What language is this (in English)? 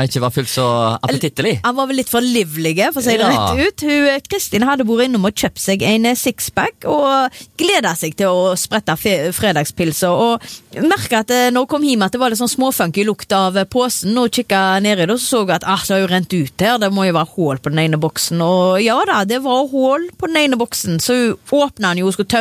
Norwegian